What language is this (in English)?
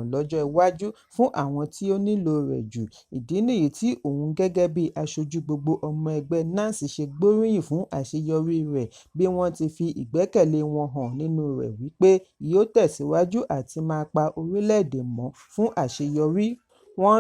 Yoruba